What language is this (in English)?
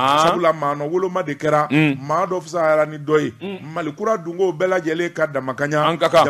Bambara